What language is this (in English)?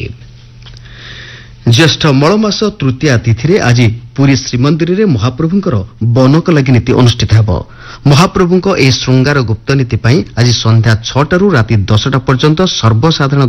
Odia